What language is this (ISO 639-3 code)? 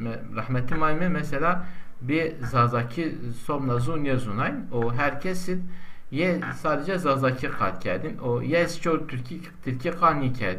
zza